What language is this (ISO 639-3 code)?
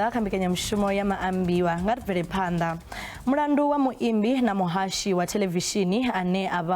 ven